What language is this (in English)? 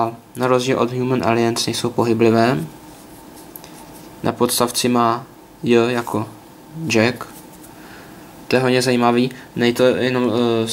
Czech